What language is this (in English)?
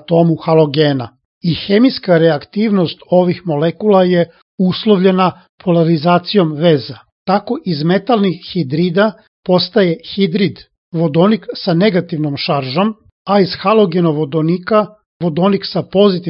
Serbian